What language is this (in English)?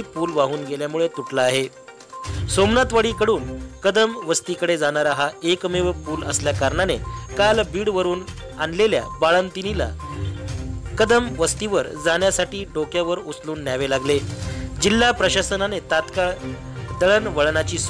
Marathi